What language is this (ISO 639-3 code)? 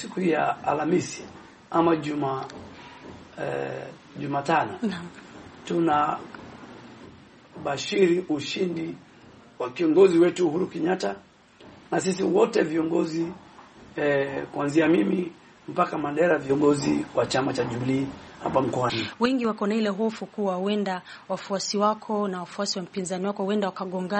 swa